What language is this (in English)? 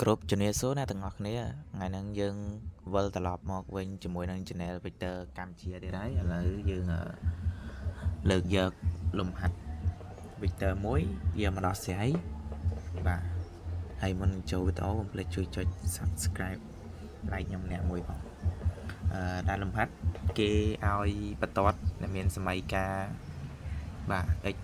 Khmer